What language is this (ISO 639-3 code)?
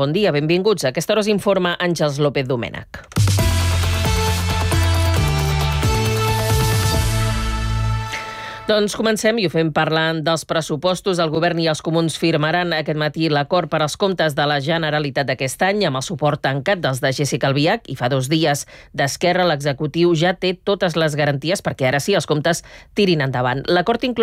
cat